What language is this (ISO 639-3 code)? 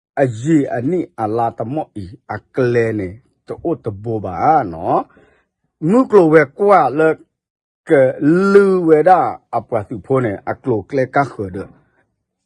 ksw